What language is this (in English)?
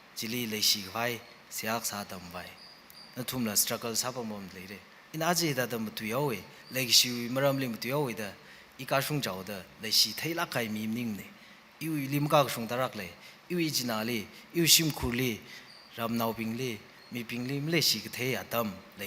Tangkhul Naga (India)